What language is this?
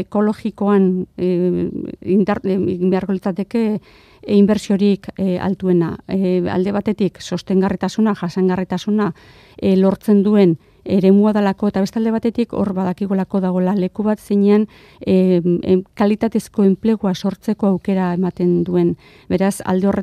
Basque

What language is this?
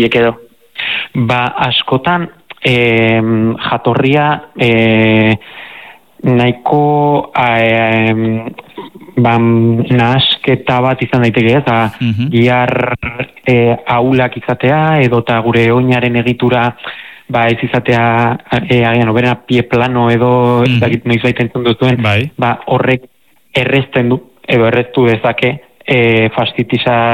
Basque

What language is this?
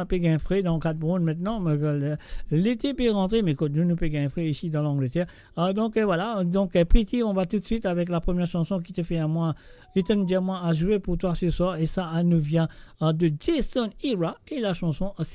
Morisyen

